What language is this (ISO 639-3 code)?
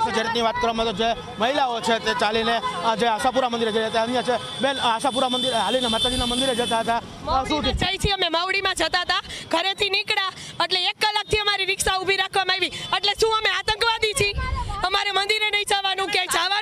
guj